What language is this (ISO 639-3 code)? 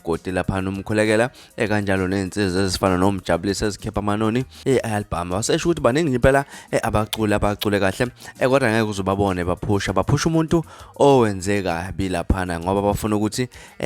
zul